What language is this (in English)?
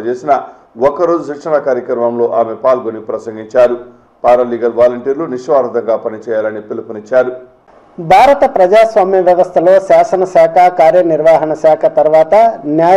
Telugu